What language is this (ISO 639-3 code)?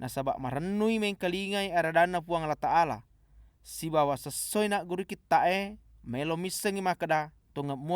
bug